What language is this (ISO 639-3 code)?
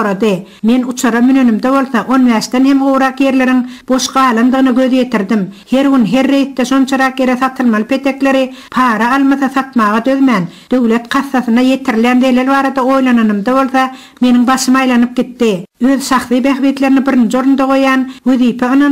tuk